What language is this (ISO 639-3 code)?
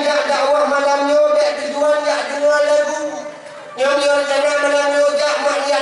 ace